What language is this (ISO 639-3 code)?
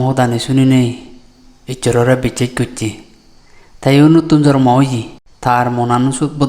ccp